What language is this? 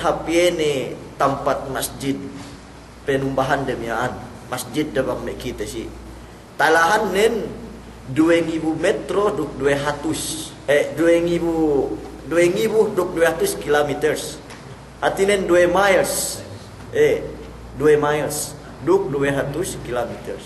Yakan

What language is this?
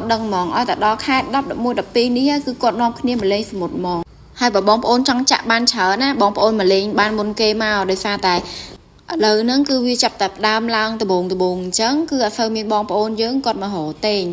Khmer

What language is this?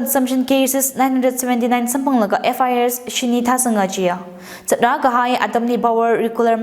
Tangkhul Naga (India)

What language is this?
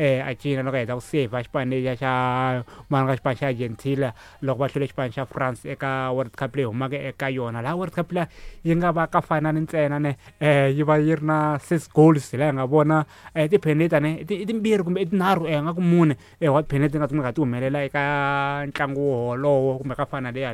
Tsonga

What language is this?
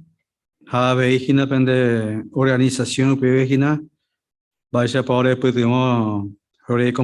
Guarani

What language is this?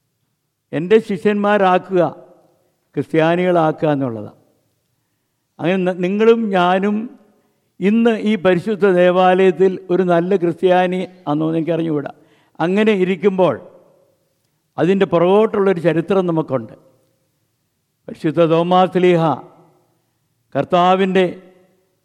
Malayalam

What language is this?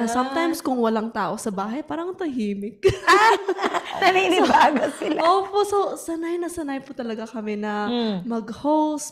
Filipino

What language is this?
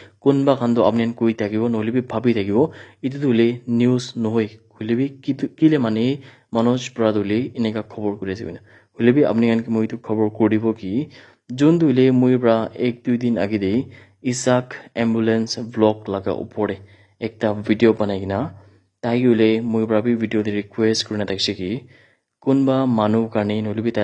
Naga Pidgin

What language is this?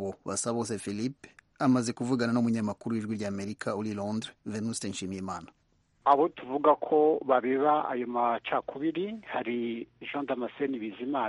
Kinyarwanda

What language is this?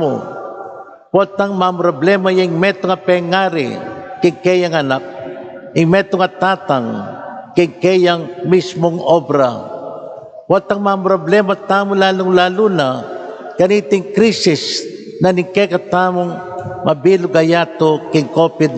Pampanga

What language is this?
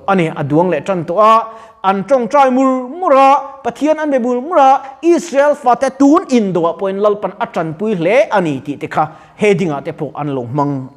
Mizo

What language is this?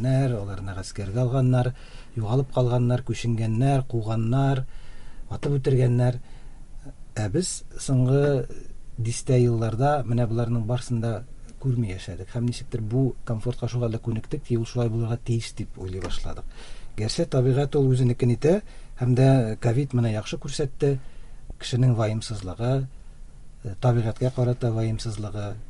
Tatar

